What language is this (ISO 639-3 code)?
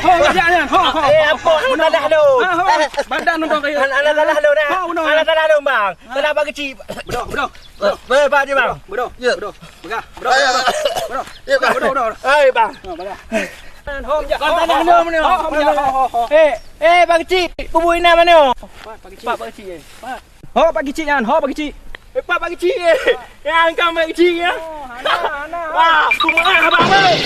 ace